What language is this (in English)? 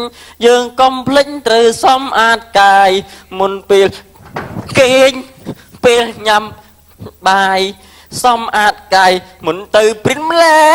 Khmer